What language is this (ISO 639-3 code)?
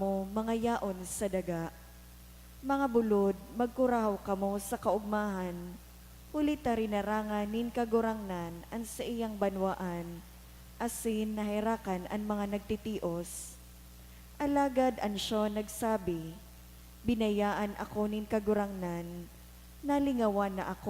bik